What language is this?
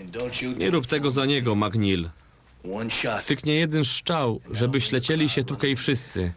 Silesian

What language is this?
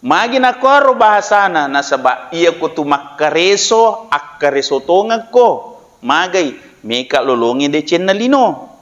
Buginese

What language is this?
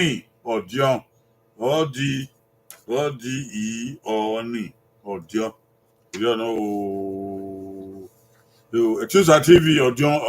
Bini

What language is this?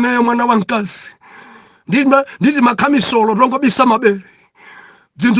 Nyanja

